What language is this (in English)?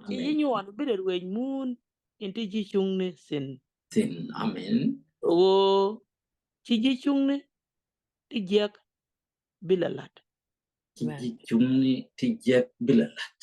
Nuer